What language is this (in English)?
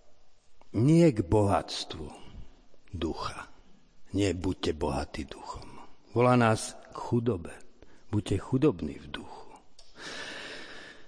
Slovak